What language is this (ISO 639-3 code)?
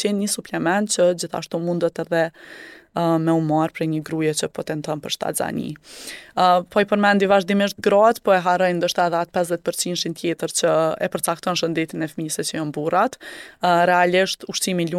sqi